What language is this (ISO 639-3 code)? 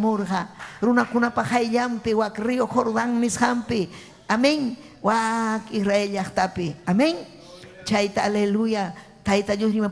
quy